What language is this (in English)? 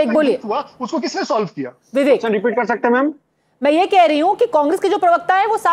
Hindi